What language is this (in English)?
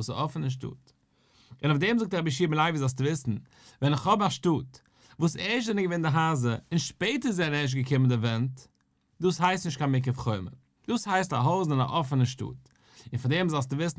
Yiddish